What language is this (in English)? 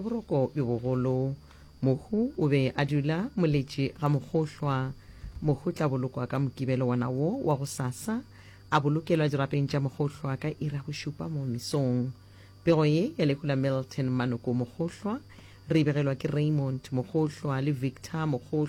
Northern Sotho